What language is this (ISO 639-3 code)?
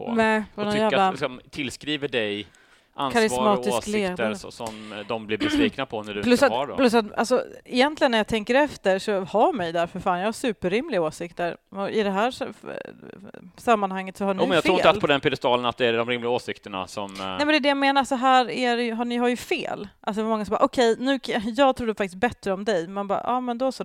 swe